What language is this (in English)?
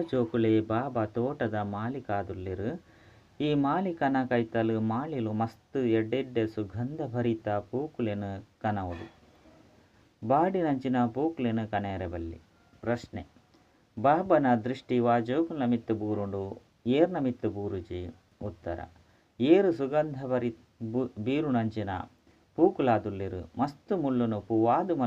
Tulu